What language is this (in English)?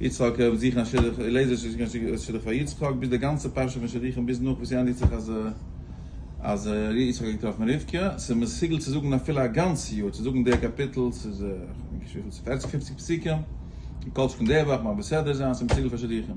Yiddish